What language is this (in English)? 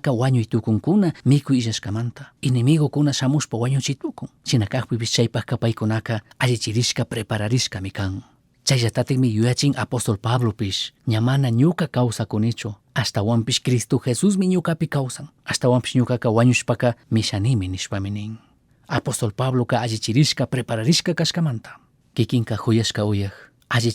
Chimborazo Highland Quichua